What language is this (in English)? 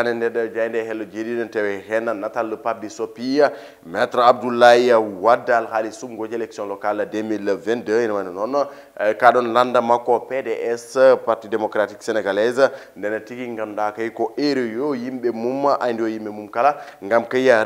Fula